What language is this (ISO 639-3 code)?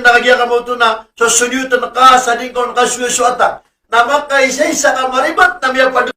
mrw